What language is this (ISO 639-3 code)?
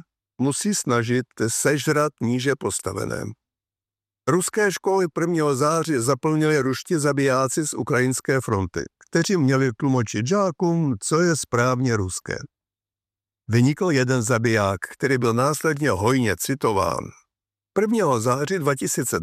ces